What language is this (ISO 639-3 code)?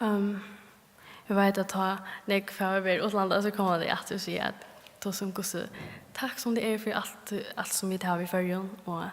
fao